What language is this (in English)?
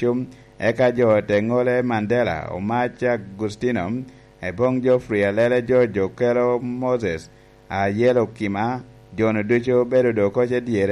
Lango (Uganda)